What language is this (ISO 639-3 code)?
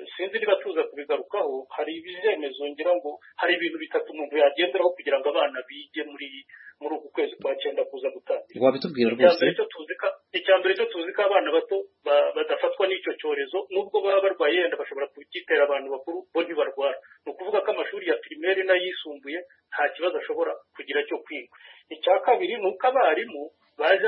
kin